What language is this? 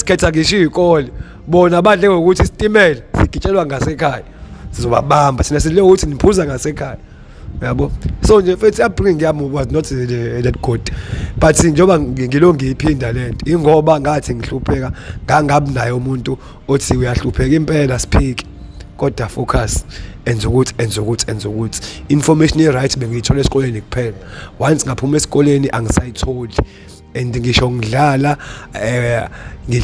Zulu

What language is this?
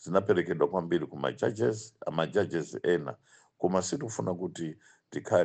Nyanja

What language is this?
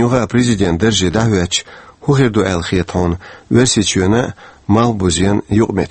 Chechen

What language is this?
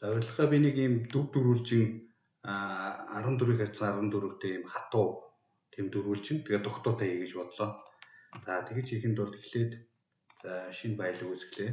Mongolian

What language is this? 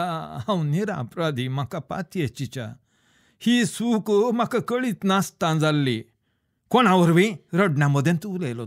Konkani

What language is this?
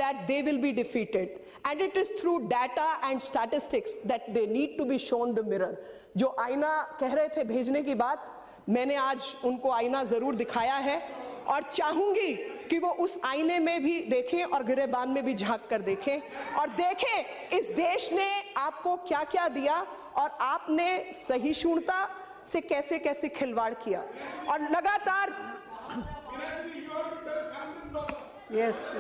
Hindi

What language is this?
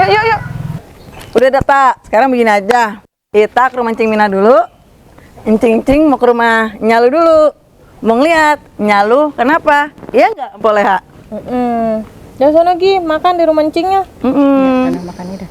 Betawi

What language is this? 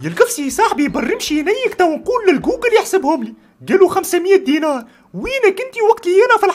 Tunisian Arabic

